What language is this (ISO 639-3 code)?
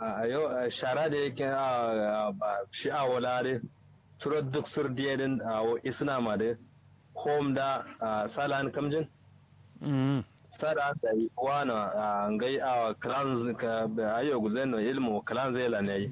kau